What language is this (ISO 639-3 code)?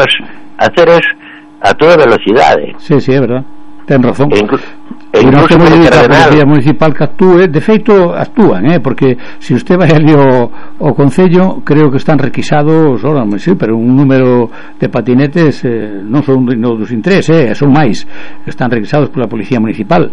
glg